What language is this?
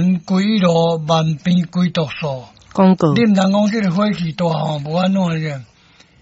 Min Nan Chinese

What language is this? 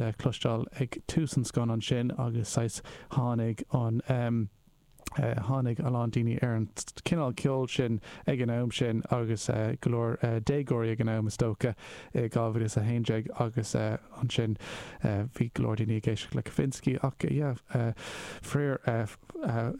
Irish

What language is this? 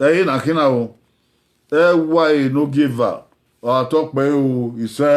Bini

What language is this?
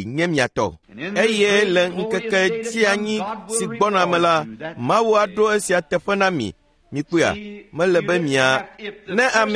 Ewe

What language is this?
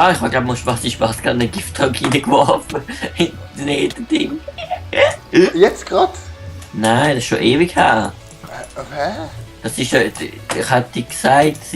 Swiss German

